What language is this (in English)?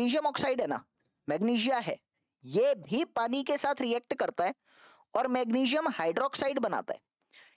Hindi